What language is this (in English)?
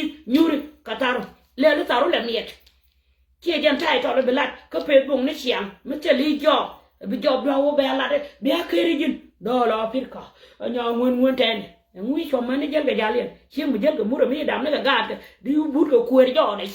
Nuer